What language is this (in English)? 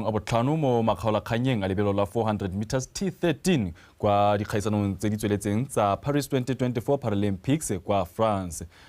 Tswana